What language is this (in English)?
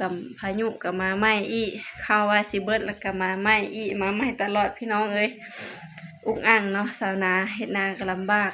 Lao